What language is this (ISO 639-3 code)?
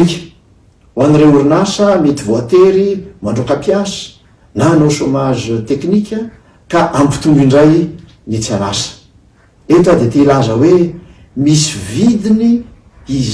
mlg